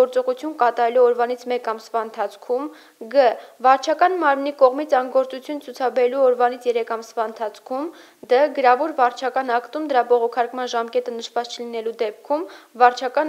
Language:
Armenian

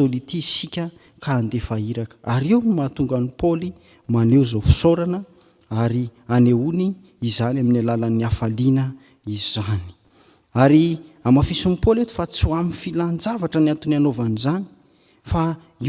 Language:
Malagasy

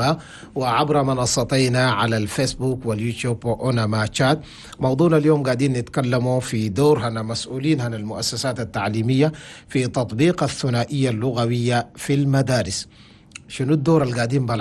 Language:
Chadian Arabic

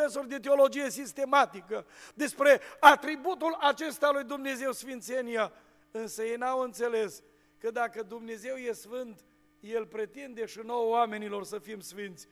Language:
Romanian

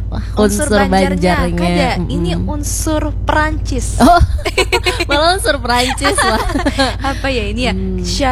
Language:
Banjar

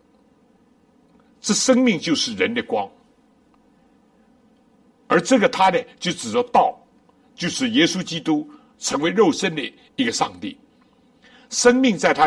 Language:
Chinese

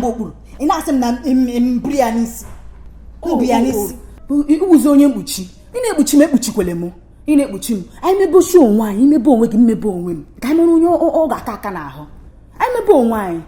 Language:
Igbo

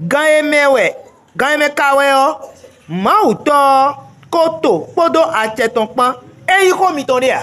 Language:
Fon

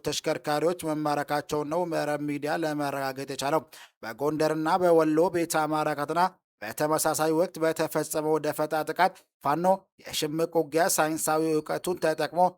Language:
Amharic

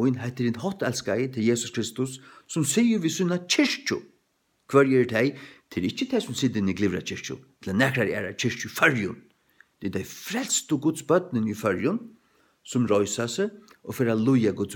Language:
Faroese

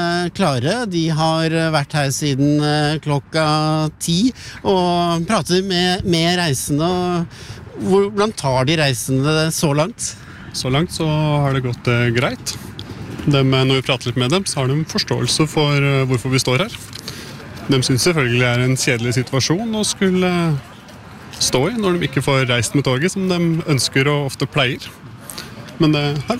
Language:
Norwegian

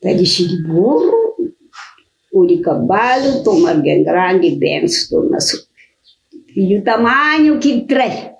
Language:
Kabuverdianu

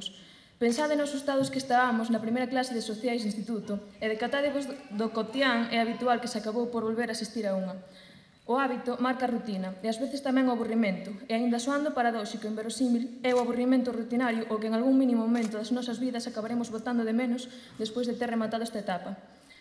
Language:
Galician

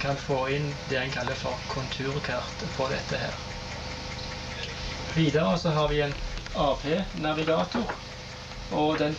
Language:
Norwegian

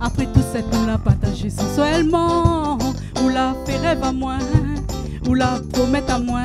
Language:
Réunion Creole French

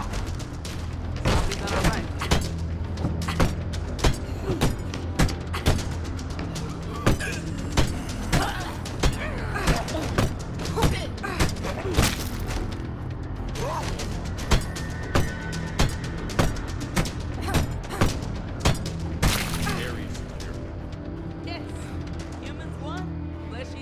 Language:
English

